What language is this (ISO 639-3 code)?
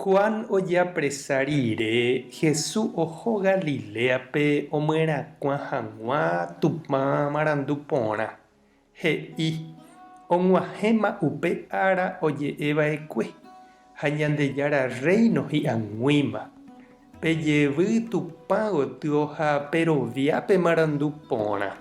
grn